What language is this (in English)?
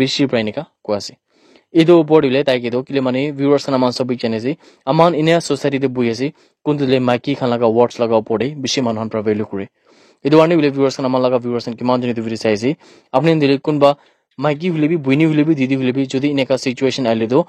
Naga Pidgin